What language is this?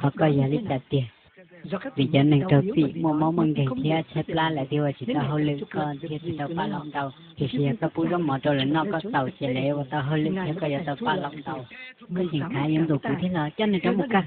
Hmong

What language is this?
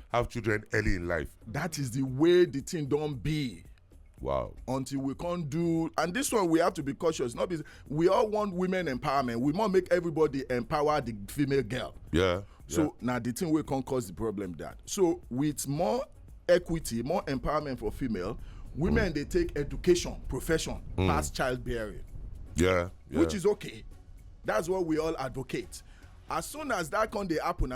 Nigerian Pidgin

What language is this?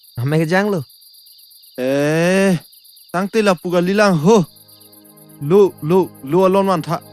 Karbi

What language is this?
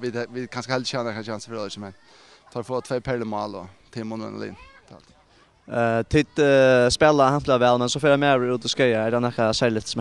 Faroese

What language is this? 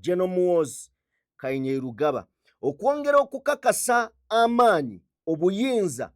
Ganda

